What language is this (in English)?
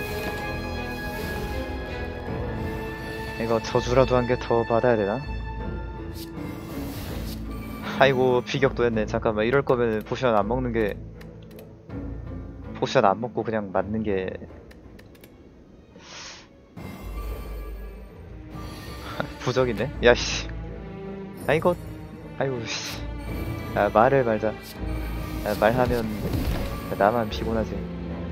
Korean